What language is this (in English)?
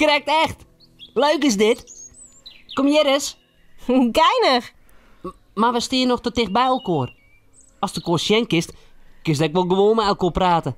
Western Frisian